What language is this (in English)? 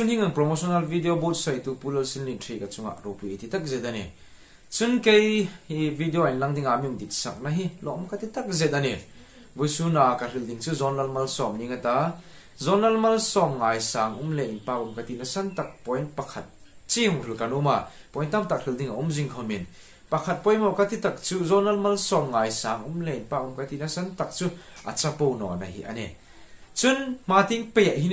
Hmar